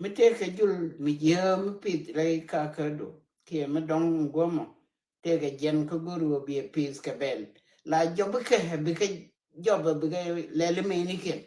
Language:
Nuer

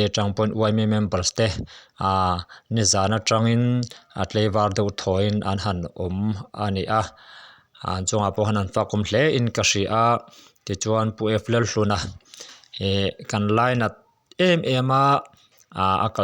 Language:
Mizo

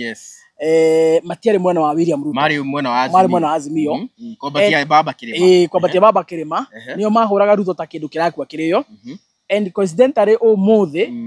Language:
Kikuyu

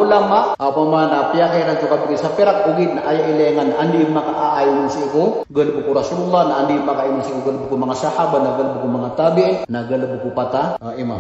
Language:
Maranao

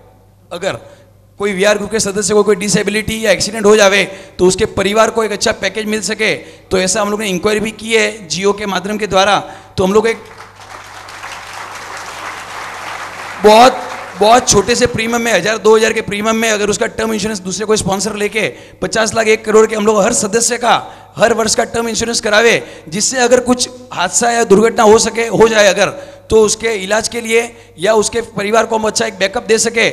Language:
Gujarati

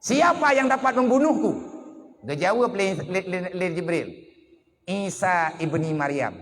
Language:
Achinese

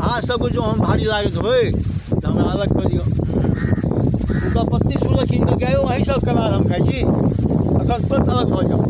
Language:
Maithili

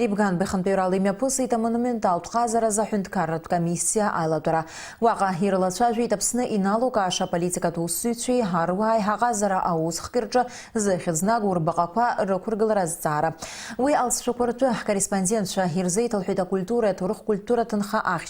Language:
Abkhazian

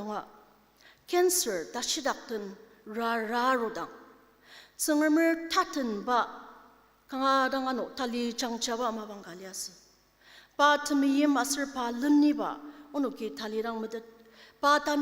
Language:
Ao Naga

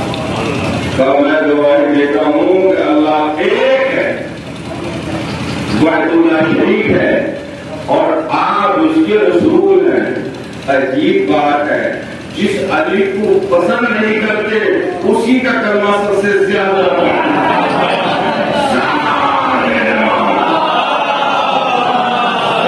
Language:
Urdu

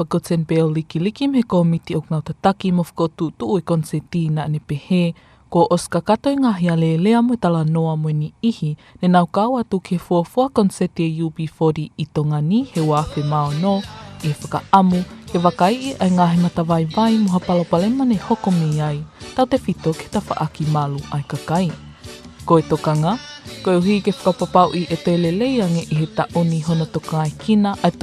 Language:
Tongan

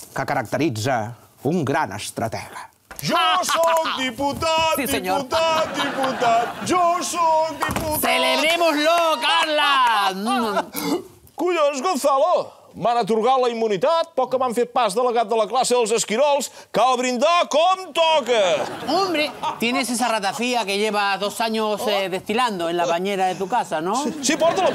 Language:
Catalan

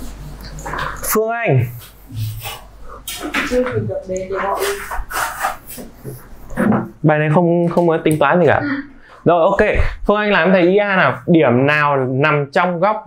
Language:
Vietnamese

